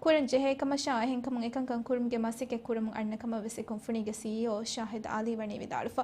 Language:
Divehi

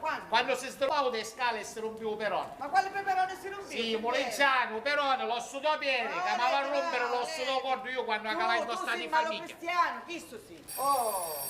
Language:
Sicilian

